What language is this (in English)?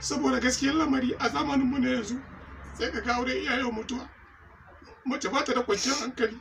Hausa